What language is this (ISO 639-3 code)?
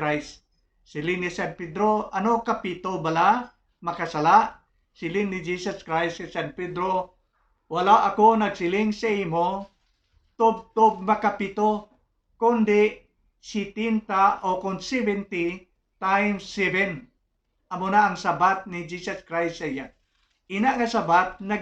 hil